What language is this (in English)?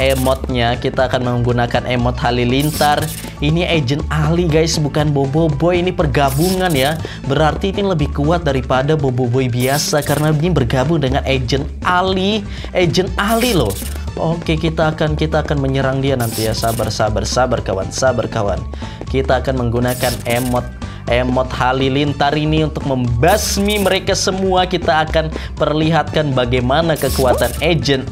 Indonesian